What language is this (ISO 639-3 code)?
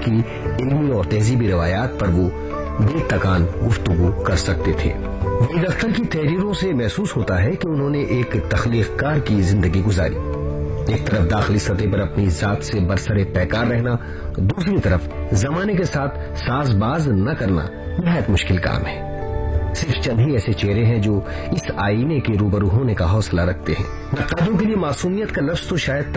urd